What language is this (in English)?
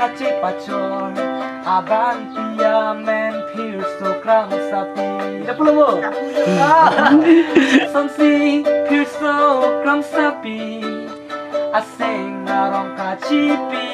Karbi